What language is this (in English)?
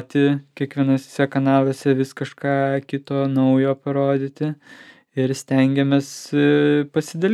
Lithuanian